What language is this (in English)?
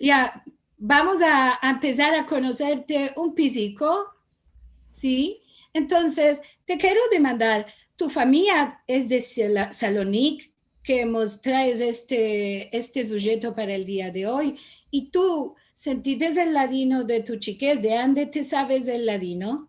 Ladino